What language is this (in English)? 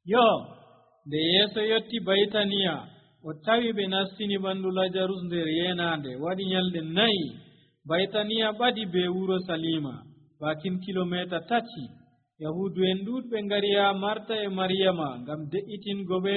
Nigerian Fulfulde